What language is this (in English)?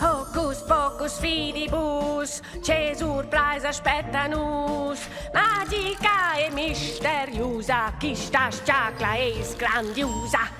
Romansh